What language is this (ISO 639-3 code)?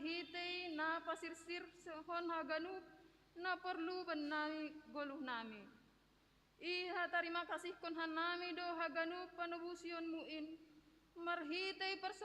bts